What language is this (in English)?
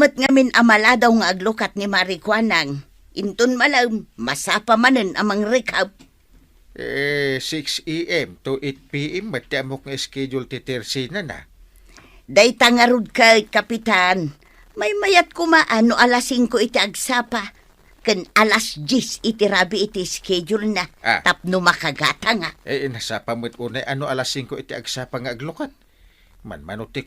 Iloko